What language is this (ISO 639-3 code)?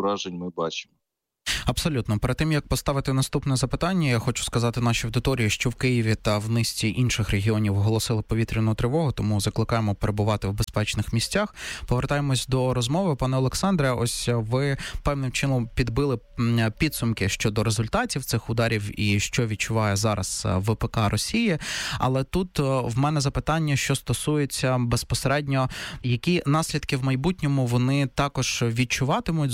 ukr